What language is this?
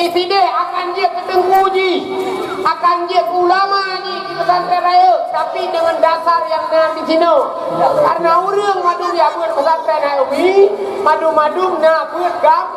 Achinese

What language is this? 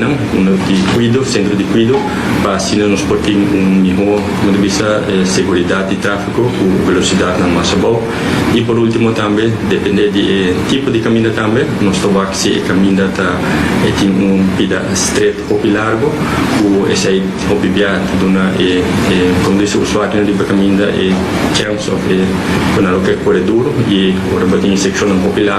Papiamento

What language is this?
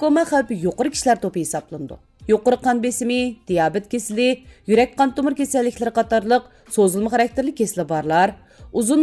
Uyghur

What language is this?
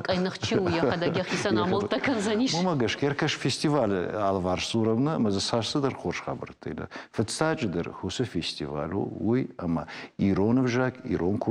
Ossetic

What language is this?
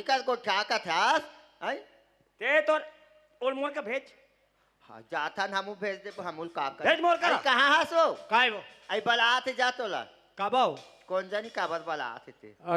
Chhattisgarhi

